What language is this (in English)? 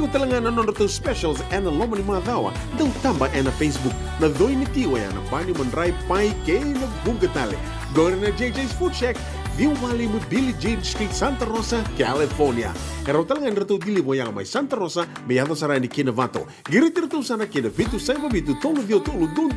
Fijian